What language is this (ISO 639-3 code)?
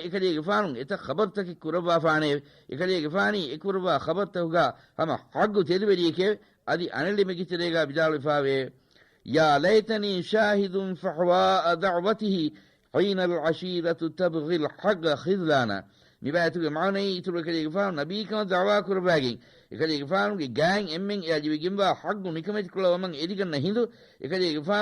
div